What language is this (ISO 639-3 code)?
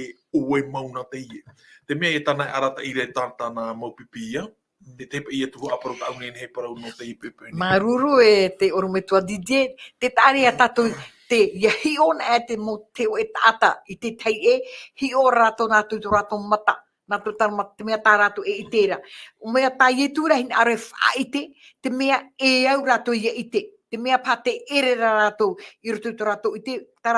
tah